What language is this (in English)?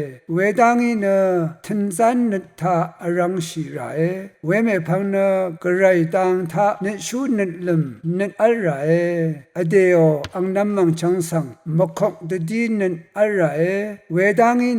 Rawang